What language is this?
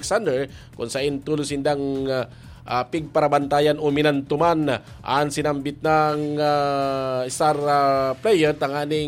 Bikol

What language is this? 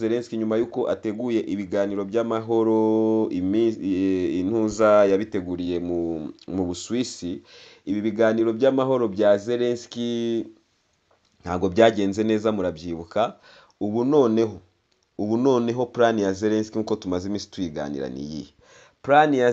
Kinyarwanda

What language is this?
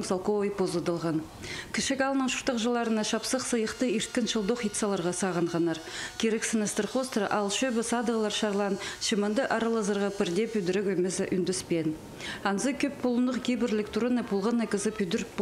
Khakas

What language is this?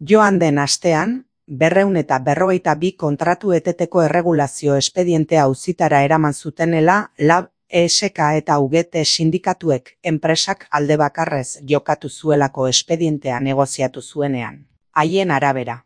Basque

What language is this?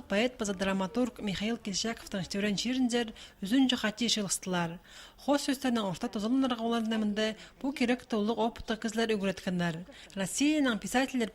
Khakas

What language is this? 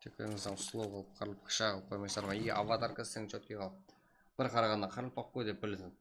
Kara-Kalpak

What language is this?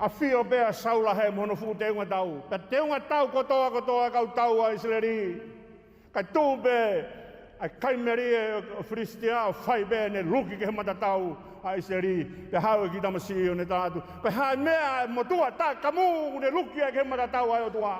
Tongan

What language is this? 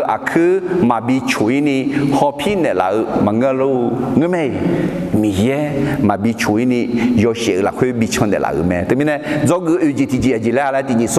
Akha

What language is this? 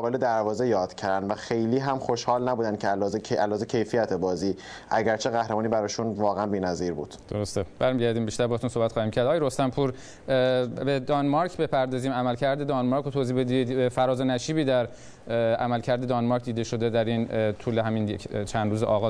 Persian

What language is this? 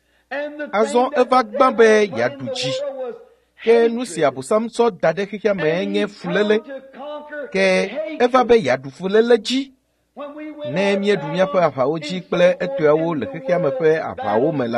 Ewe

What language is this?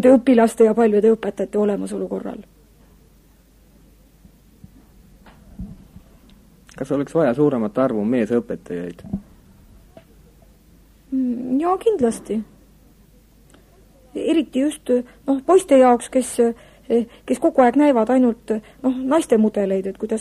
Estonian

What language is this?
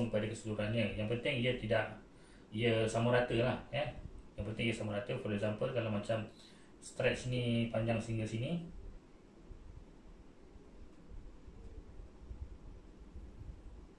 Malay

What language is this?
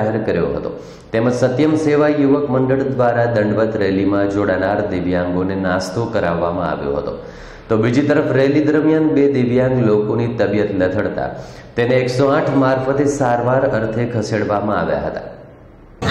Gujarati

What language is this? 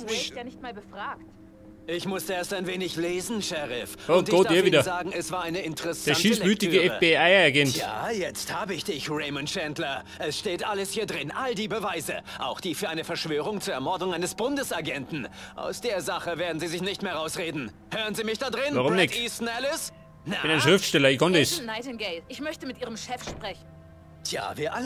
Bavarian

